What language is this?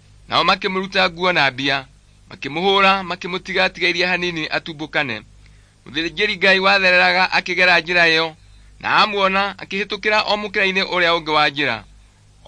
Kikuyu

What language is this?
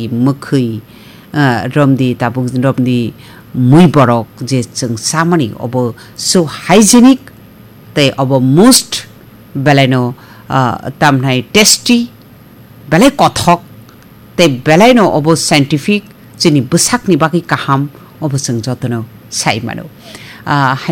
Kok Borok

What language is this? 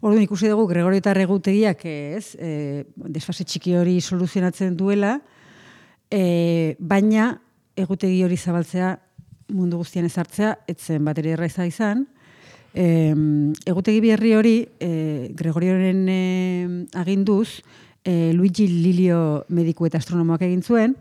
Basque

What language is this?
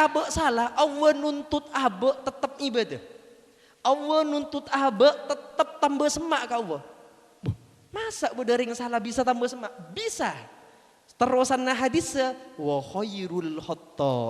Madurese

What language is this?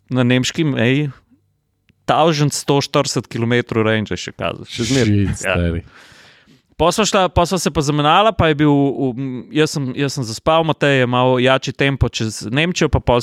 Slovenian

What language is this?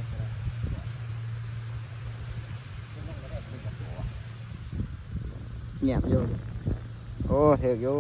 Lao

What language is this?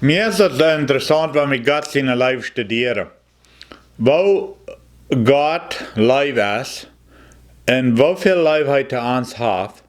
Plautdietsch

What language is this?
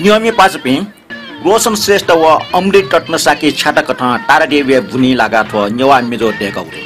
Newari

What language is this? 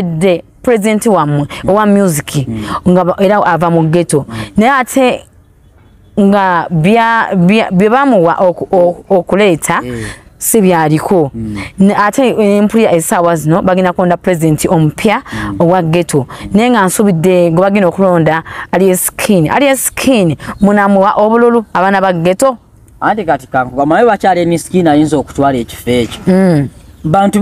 Ganda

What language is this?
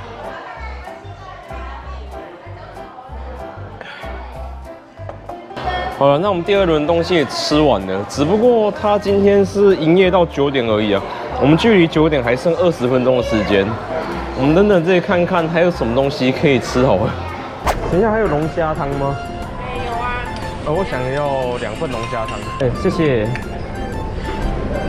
Chinese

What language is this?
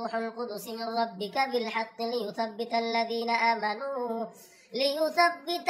Arabic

